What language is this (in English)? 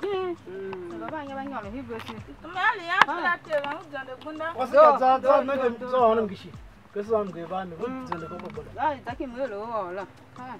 Tiv